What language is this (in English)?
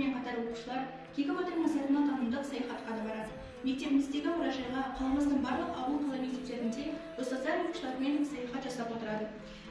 Kazakh